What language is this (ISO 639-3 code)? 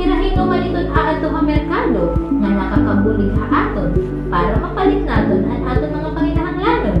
war